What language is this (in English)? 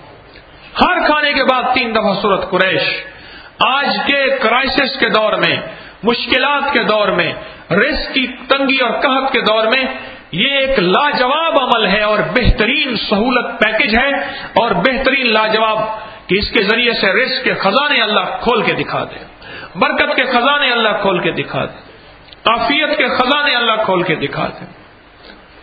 Urdu